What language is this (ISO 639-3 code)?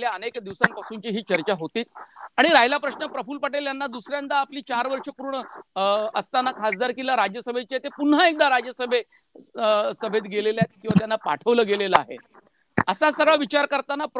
mar